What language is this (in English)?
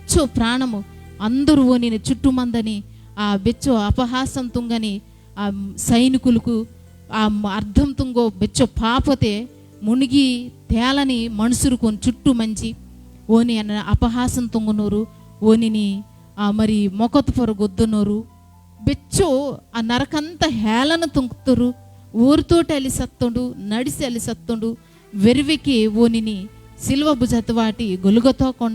Koya